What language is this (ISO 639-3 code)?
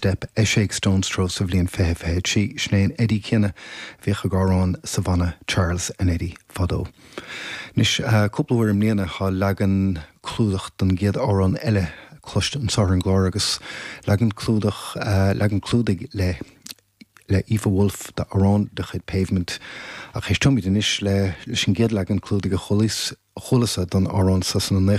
gle